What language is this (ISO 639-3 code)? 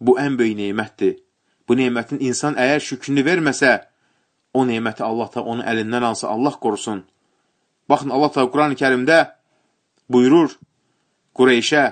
aze